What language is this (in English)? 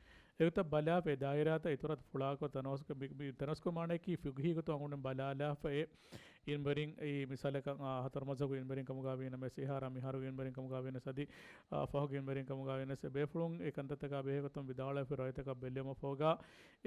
Divehi